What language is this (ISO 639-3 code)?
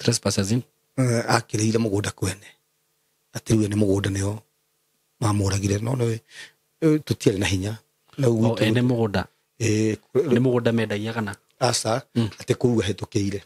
kik